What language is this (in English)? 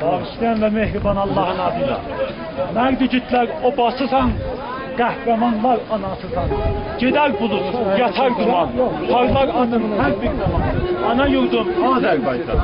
South Azerbaijani